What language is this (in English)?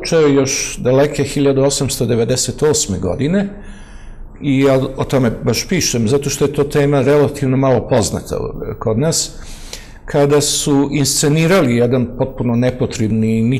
Serbian